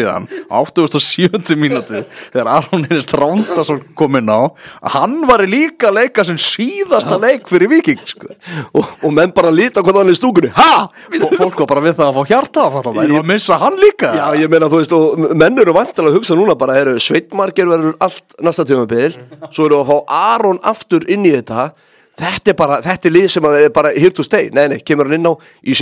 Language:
Icelandic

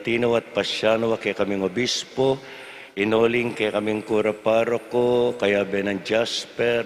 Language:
Pampanga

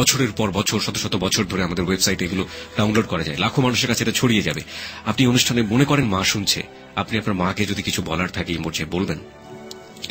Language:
Bangla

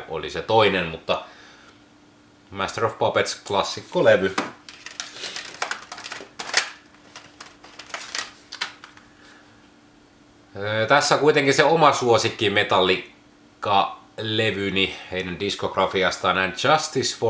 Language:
Finnish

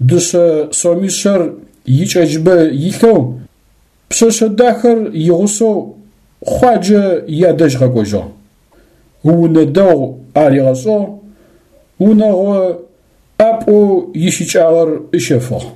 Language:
Adyghe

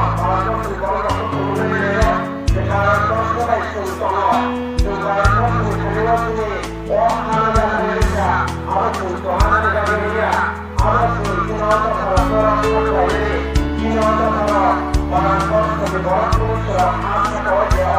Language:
Kok Borok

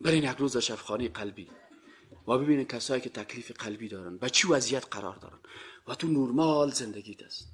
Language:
Persian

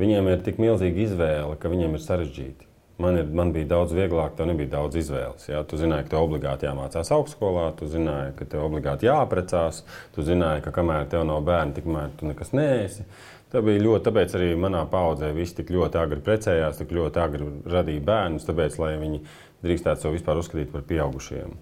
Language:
Latvian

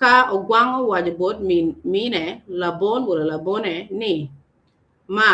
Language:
Acoli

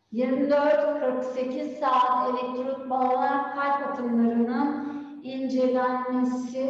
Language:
Turkish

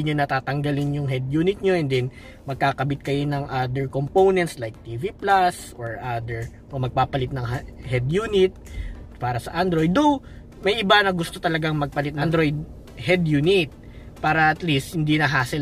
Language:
Filipino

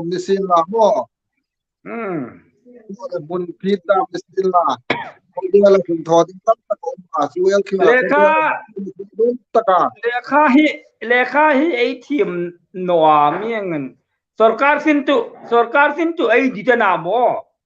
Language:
Hmar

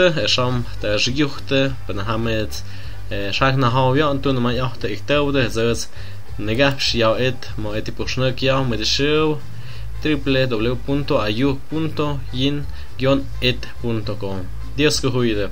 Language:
Tlahuitoltepec Mixe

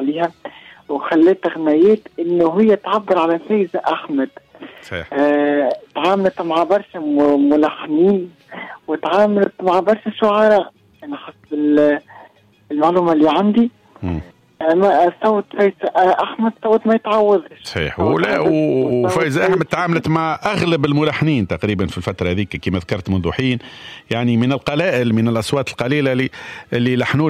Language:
Tunisian Arabic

